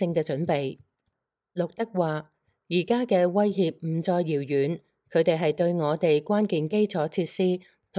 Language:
Cantonese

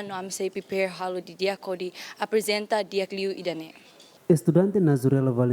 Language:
Tetum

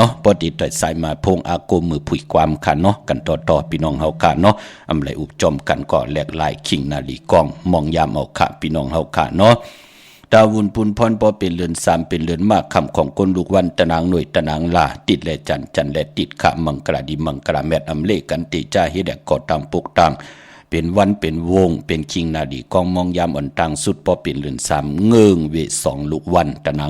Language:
Shan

